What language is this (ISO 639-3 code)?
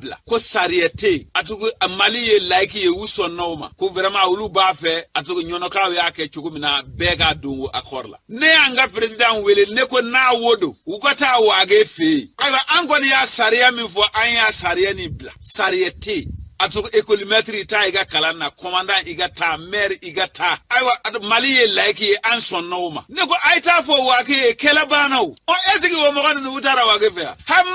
bam